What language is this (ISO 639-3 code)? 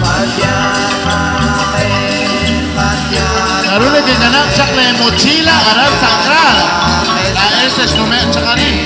kek